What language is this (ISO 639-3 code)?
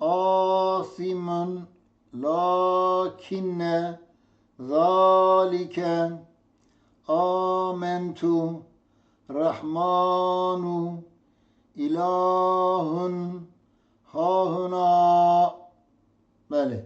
kur